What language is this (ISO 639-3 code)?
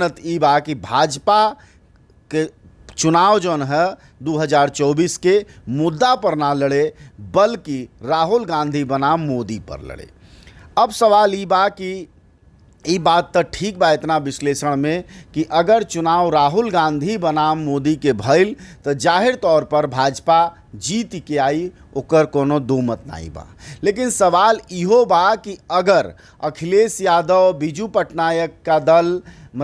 bho